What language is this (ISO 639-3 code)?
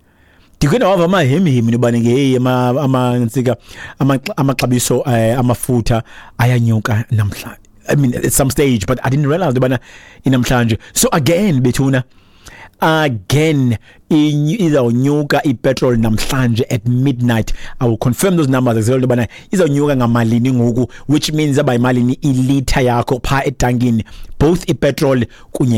xho